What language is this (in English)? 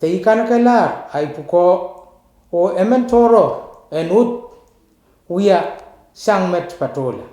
Pohnpeian